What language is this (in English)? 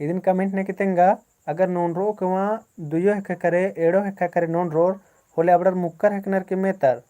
Kurukh